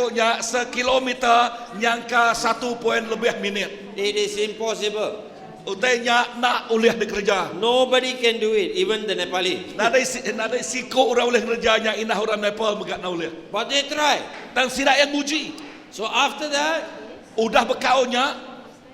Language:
Iban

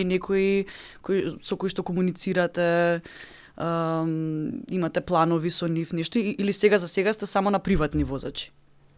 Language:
Macedonian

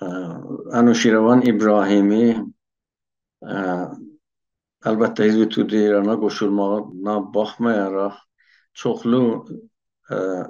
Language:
South Azerbaijani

